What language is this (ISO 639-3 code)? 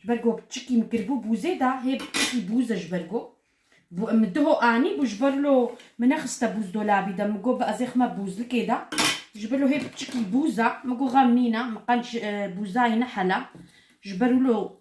kur